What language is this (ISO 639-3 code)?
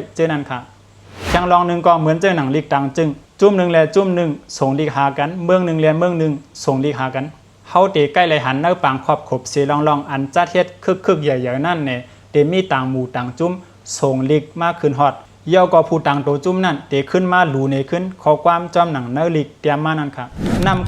shn